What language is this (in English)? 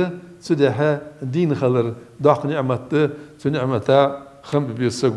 Ingush